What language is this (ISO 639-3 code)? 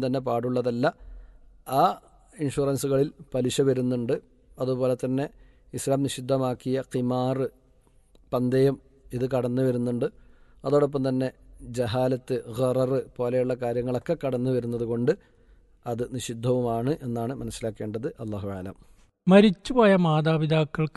mal